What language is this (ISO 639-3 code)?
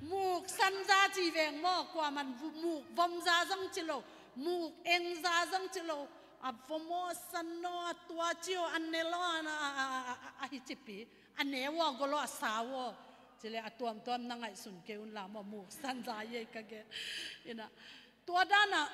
ctd